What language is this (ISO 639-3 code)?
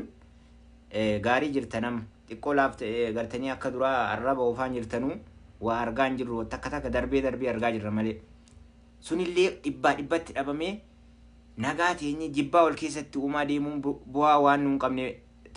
orm